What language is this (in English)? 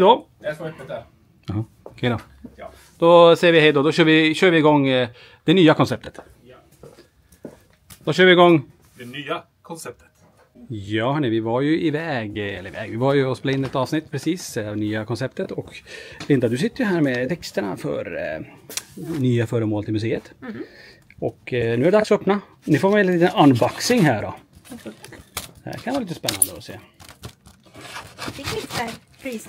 Swedish